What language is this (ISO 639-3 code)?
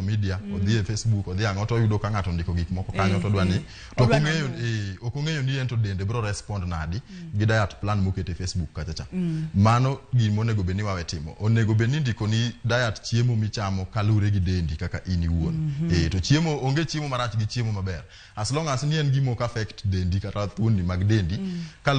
luo